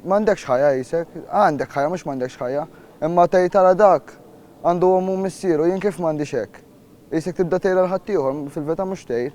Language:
Maltese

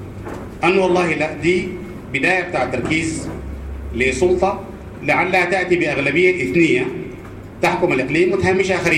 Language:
Sudanese Arabic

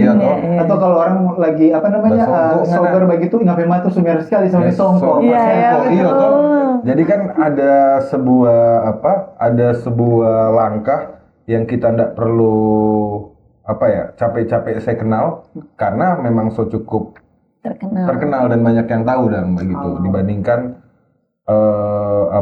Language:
Manado Malay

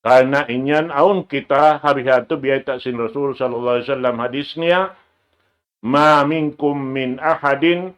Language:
Tausug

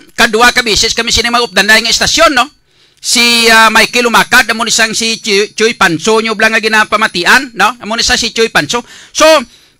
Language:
Hiligaynon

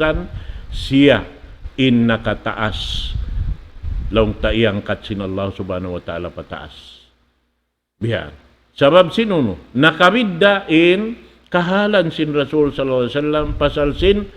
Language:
Tausug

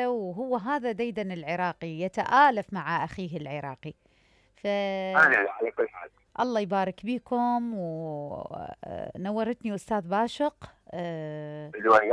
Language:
Mesopotamian Arabic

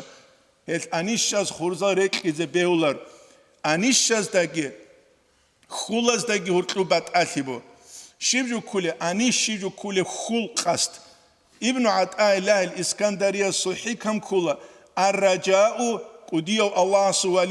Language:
Avaric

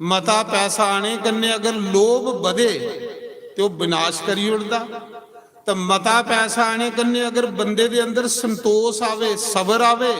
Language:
Dogri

